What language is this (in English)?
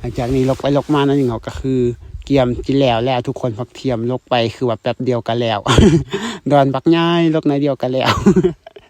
Lao